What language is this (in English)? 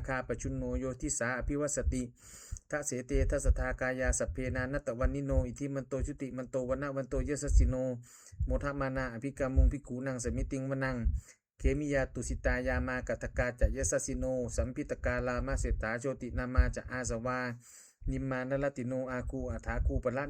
Pali